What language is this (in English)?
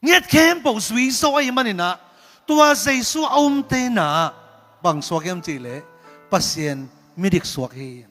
Tedim Chin